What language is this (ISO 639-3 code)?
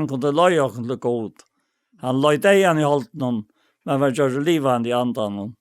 fao